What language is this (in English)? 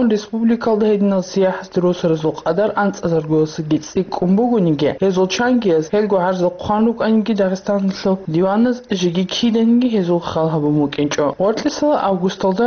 Avaric